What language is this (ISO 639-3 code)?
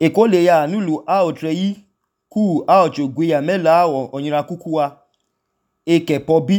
idu